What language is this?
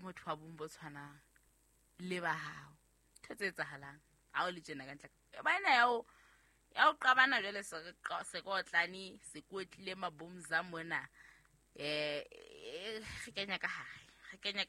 Southern Sotho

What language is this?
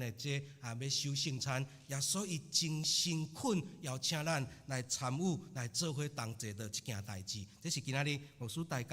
Min Nan Chinese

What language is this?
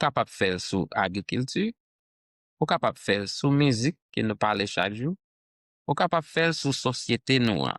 Haitian Creole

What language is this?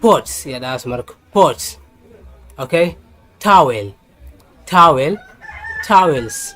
Somali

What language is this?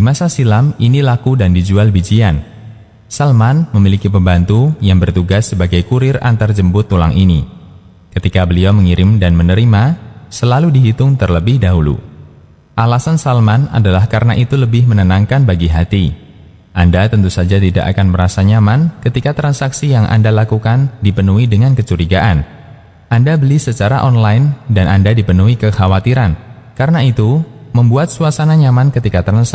Indonesian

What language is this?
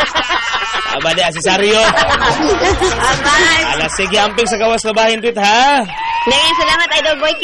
Cebuano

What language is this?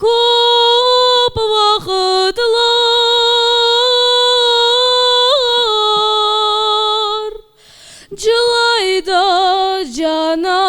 Crimean Tatar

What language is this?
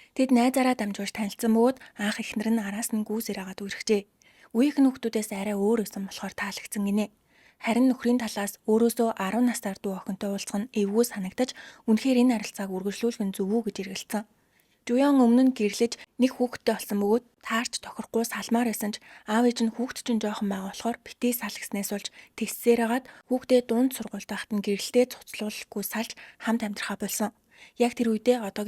Mongolian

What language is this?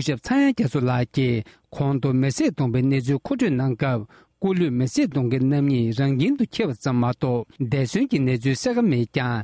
Tibetan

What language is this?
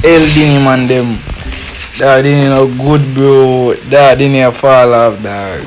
Jamaican Creole English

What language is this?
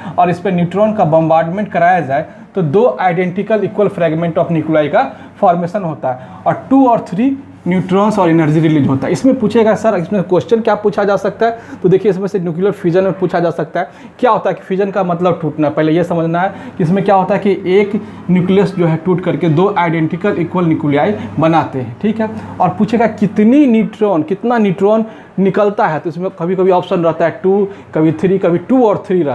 Hindi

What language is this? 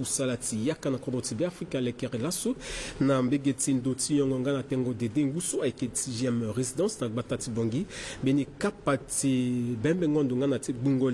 Sango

